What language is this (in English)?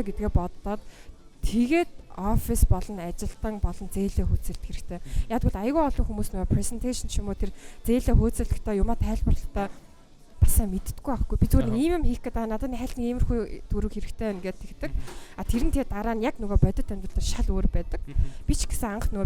Mongolian